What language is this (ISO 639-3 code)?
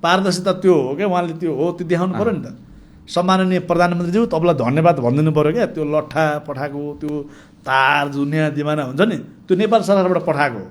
nep